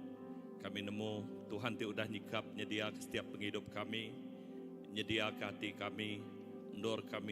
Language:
Iban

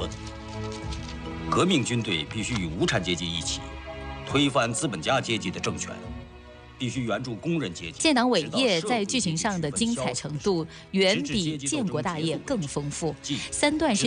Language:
Chinese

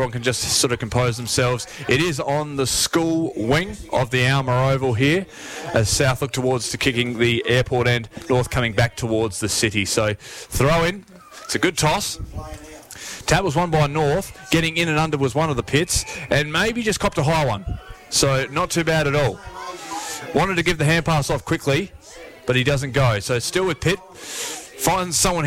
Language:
English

